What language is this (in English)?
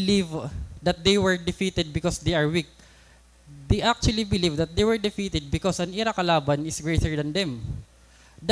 Waray